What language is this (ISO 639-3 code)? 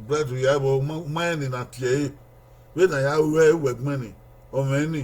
bin